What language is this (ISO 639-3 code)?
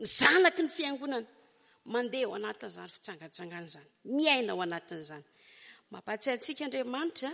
mlg